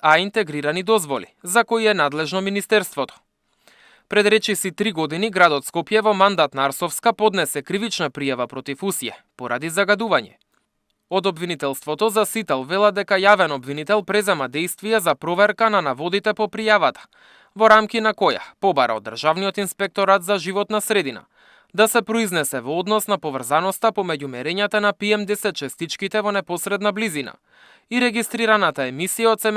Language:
Macedonian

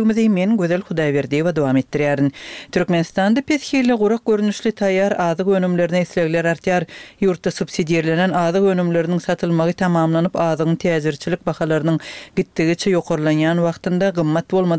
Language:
Turkmen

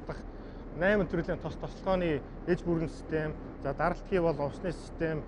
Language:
Mongolian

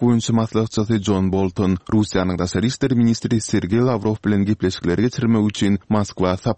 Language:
Turkmen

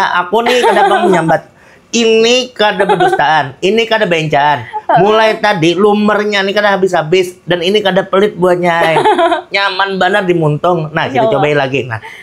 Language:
Banjar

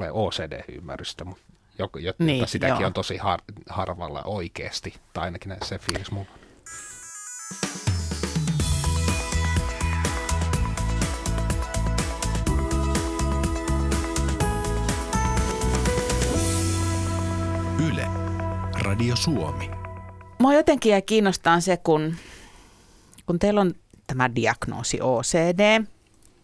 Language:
Finnish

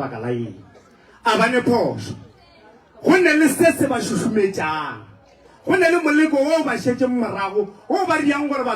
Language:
Northern Sotho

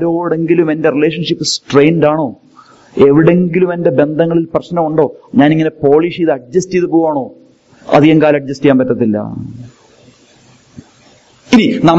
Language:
Malayalam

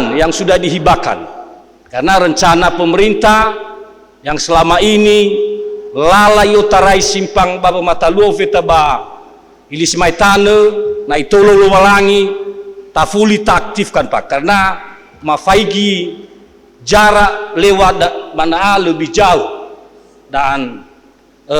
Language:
Nias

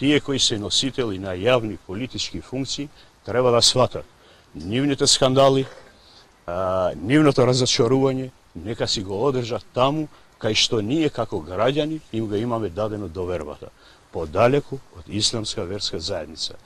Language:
Macedonian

